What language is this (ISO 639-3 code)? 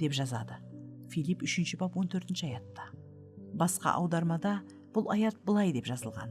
kaa